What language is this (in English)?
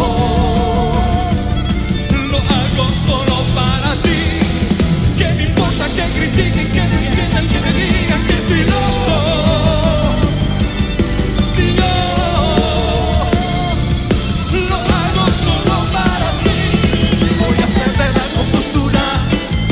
Spanish